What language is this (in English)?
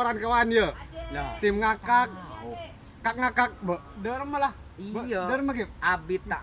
Madurese